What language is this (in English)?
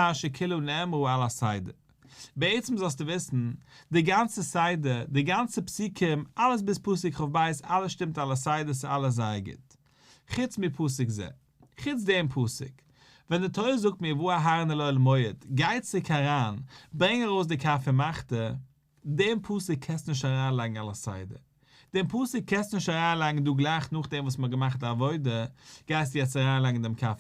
Yiddish